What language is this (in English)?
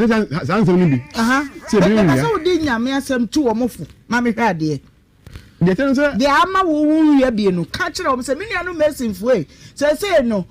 Akan